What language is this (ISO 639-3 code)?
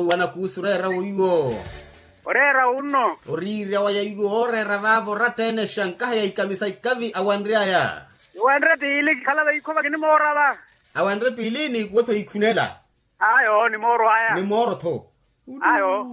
vmw